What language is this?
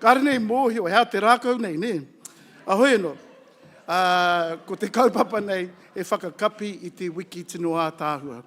Māori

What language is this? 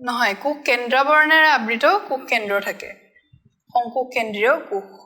Assamese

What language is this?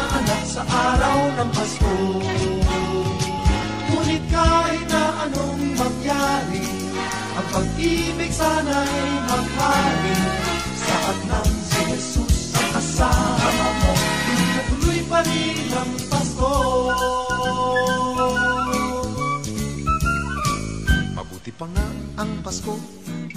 Filipino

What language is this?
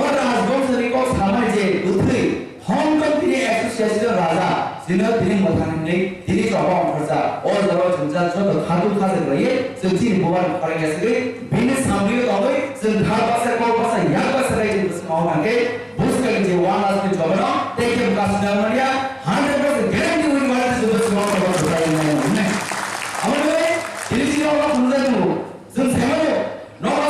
Kok Borok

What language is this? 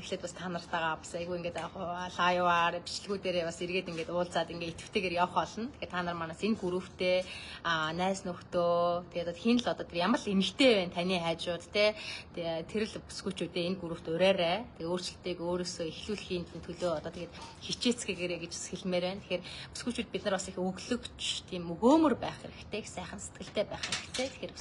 Mongolian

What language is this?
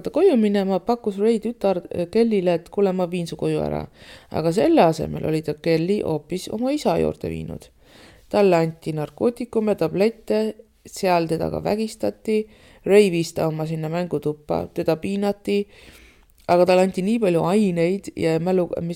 Estonian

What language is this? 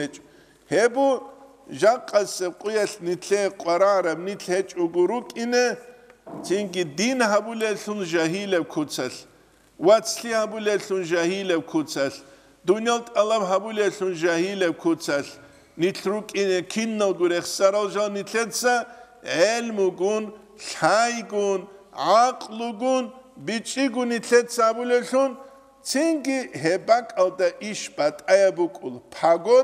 Avaric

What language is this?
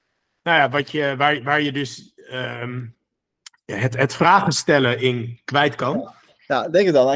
Dutch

